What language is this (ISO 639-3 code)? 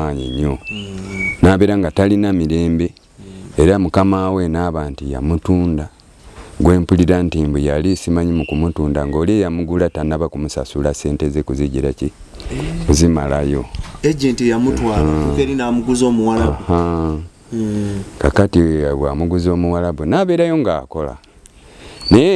lug